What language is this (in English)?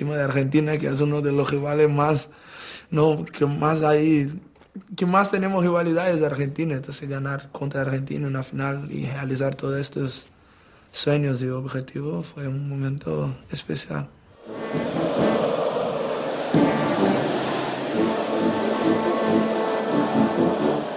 Spanish